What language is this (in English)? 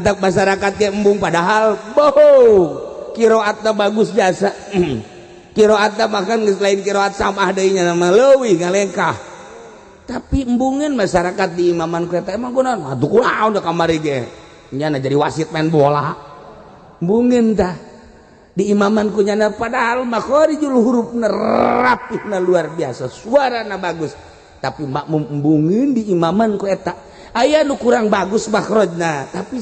Sundanese